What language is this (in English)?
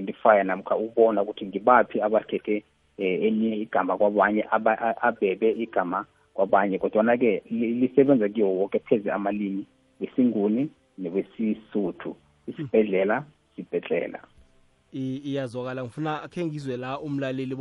South Ndebele